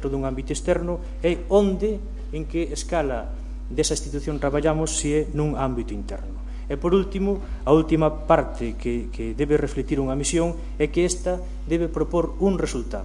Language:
Galician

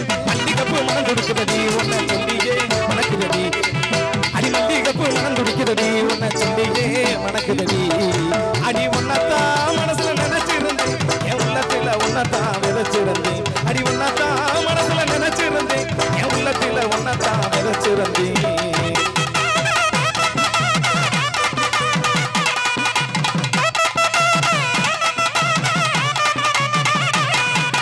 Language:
Tamil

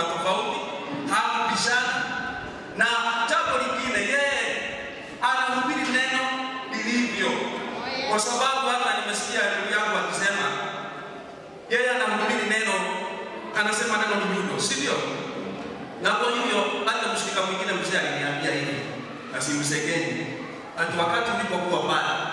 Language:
Swahili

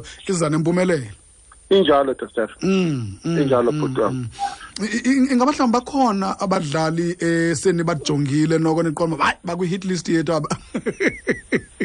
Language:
Xhosa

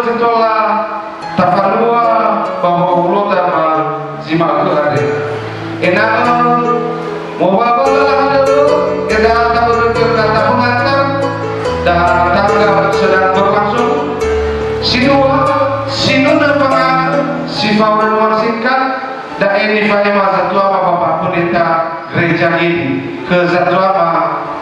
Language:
Nias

